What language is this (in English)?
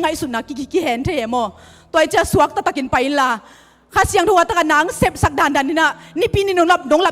Tedim Chin